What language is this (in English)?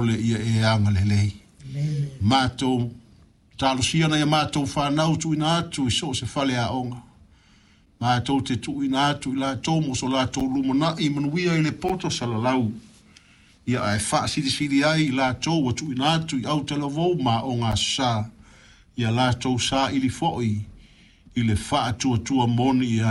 Samoan